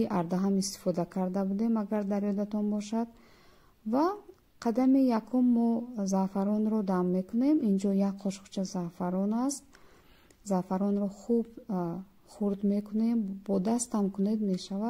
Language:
Tajik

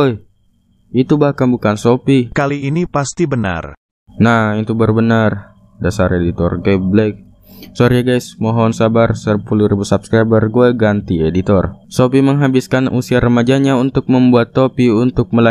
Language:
Indonesian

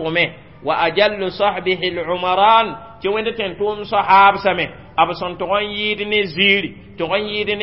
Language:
Mossi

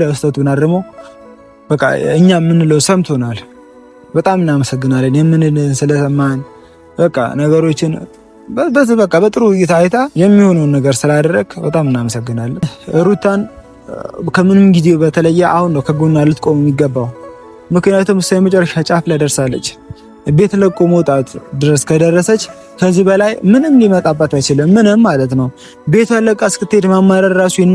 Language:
Amharic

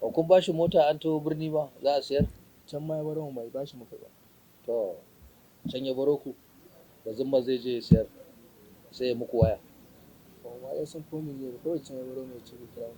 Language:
Hausa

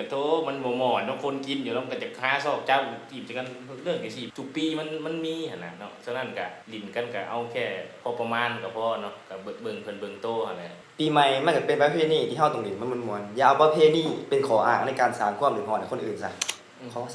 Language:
Lao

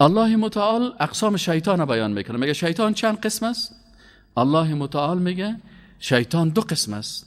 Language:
Persian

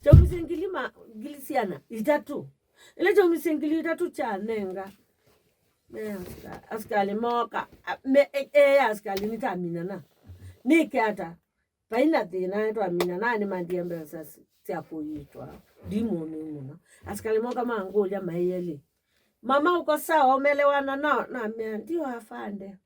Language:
Kamba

